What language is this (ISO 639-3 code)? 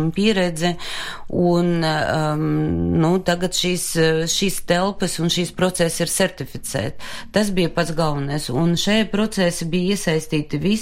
lav